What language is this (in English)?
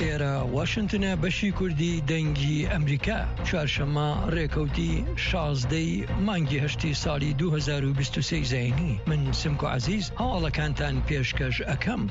Central Kurdish